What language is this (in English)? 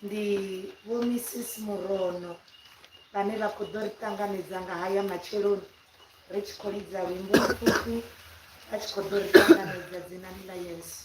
Venda